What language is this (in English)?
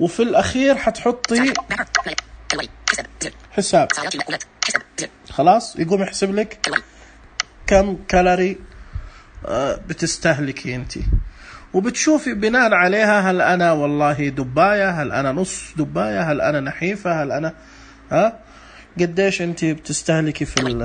Najdi Arabic